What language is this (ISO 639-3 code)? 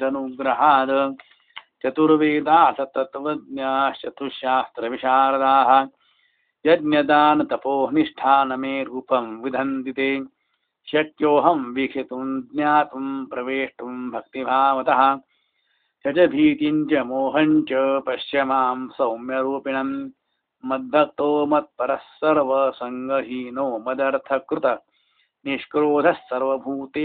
san